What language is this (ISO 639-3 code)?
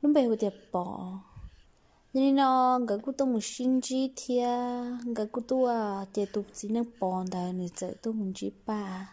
hmn